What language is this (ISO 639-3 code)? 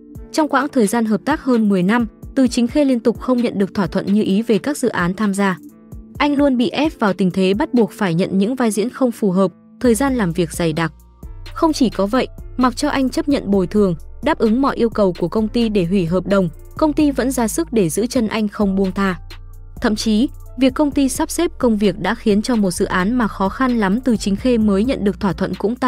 vie